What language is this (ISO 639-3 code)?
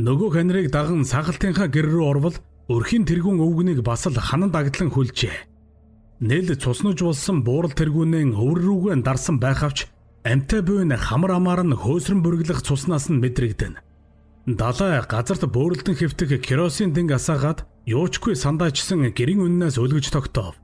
mon